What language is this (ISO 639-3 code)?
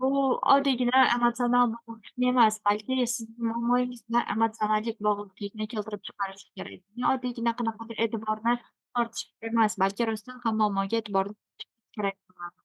uzb